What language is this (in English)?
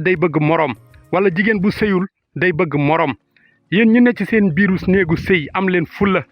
Wolof